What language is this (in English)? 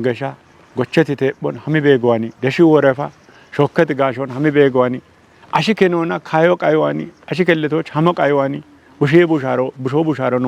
Kafa